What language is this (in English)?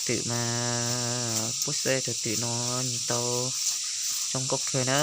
Hmong